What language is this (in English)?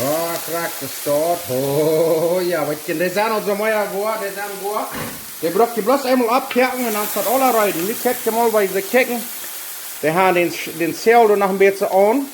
Plautdietsch